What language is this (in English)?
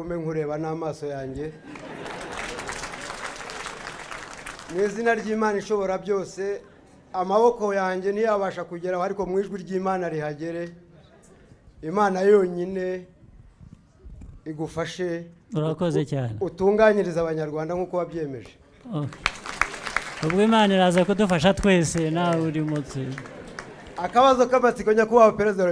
Kinyarwanda